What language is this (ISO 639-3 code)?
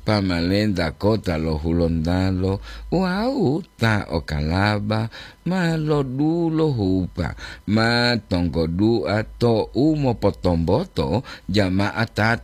gor